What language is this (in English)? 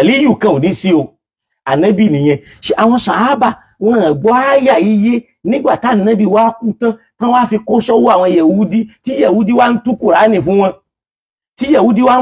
Yoruba